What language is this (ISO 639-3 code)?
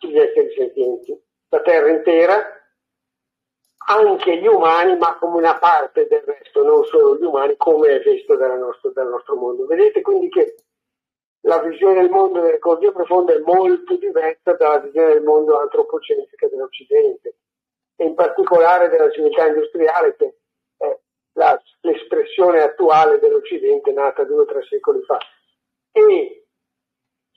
ita